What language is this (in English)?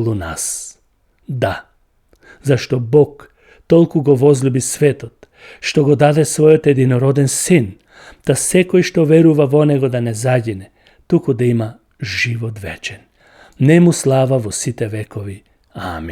Macedonian